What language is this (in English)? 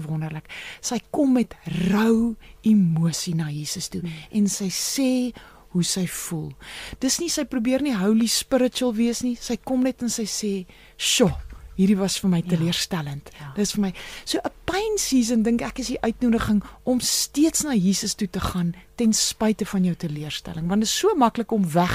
Afrikaans